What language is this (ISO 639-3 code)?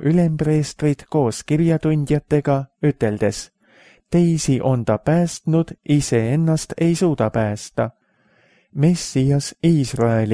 est